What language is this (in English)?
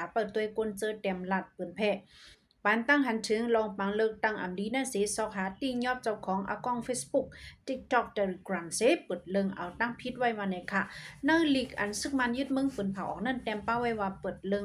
Shan